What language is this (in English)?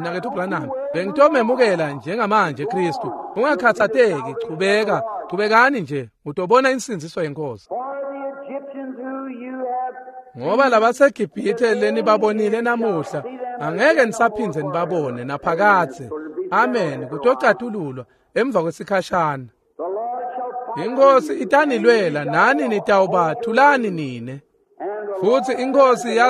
Swati